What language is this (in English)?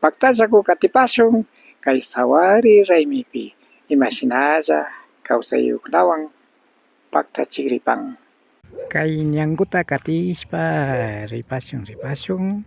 Imbabura Highland Quichua